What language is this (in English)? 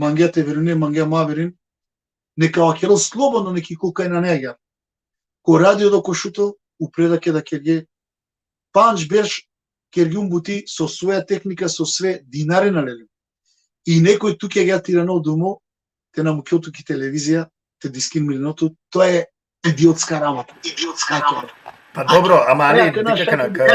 Balkan Romani